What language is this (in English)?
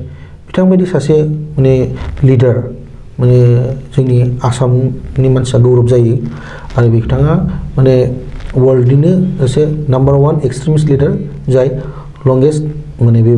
Bodo